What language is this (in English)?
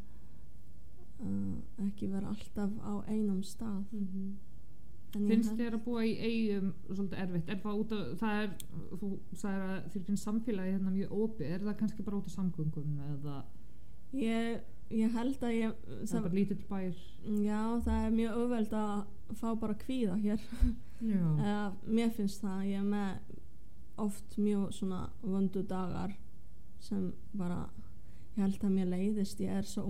Icelandic